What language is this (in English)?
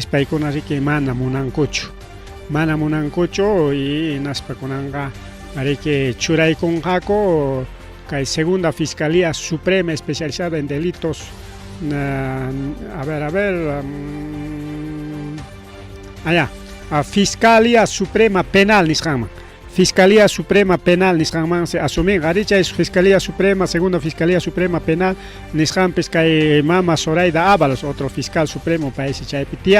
Ayacucho Quechua